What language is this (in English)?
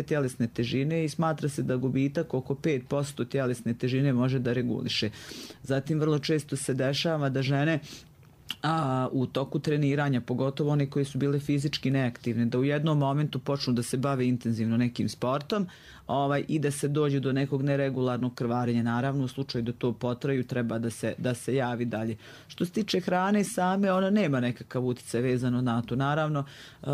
Croatian